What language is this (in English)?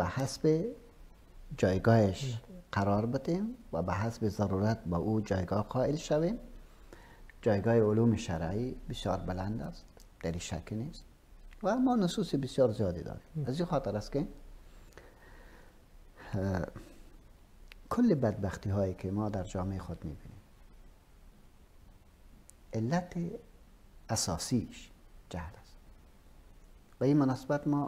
Persian